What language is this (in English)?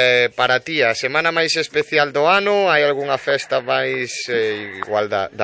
Galician